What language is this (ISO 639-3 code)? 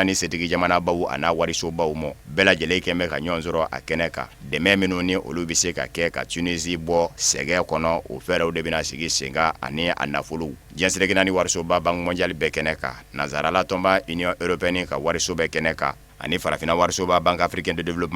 bam